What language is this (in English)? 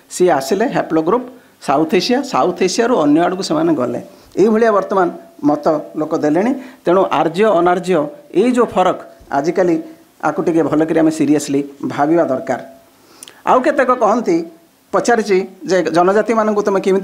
Odia